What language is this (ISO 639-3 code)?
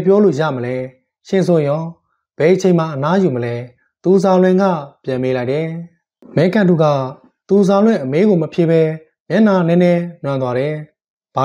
mya